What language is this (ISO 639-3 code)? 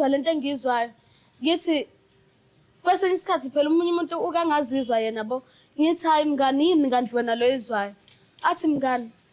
zul